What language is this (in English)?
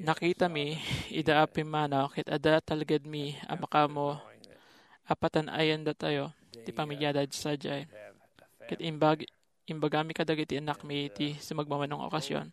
Iloko